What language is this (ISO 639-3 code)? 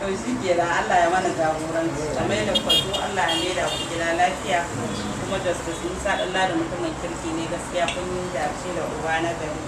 hau